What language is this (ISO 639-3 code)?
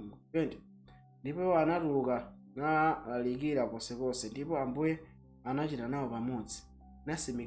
nya